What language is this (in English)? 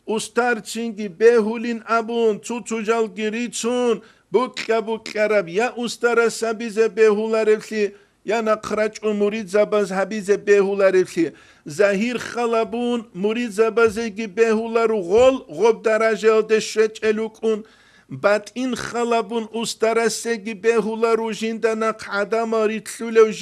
Avaric